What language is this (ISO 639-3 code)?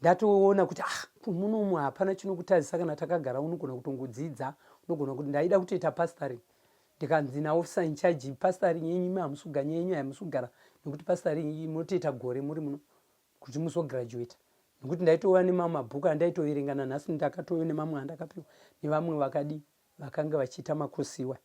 sna